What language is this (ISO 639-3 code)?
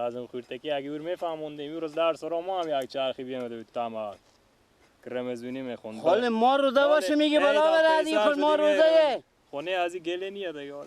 fas